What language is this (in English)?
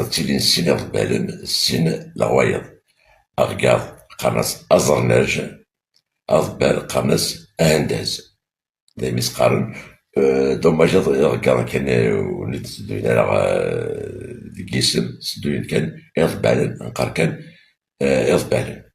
Kabyle